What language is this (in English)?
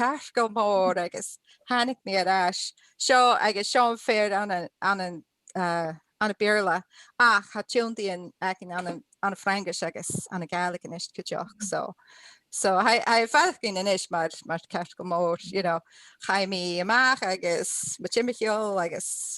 Scottish Gaelic